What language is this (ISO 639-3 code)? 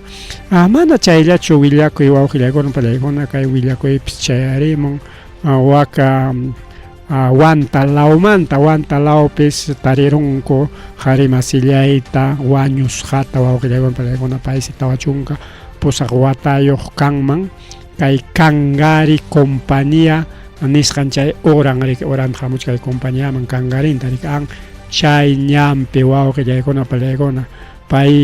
quy